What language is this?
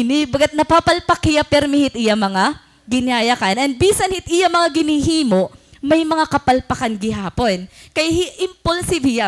Waray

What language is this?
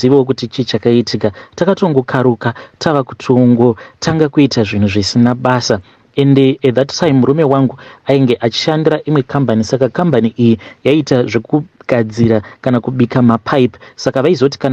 Shona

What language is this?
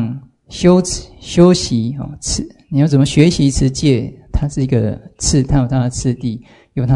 Chinese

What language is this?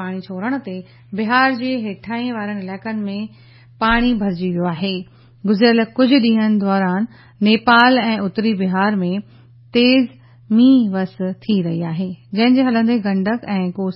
Sindhi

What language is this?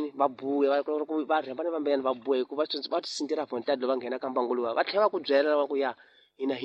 Tsonga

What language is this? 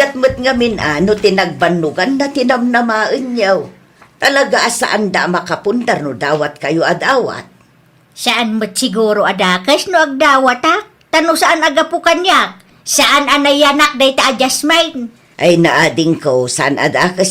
Iloko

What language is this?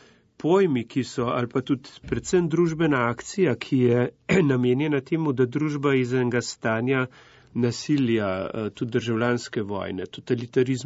Slovenian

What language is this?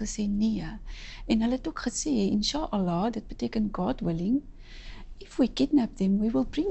Afrikaans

